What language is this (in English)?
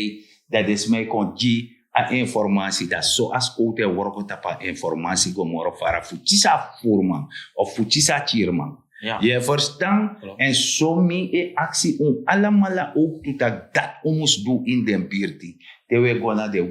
Sranan Tongo